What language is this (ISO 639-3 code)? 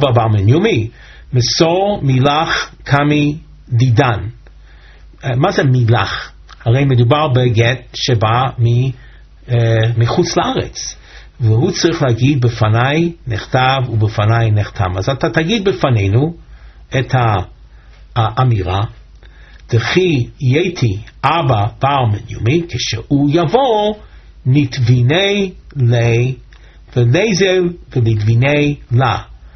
heb